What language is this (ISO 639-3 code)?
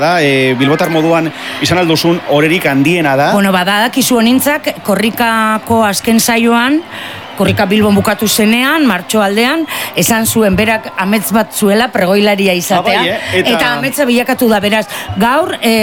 eus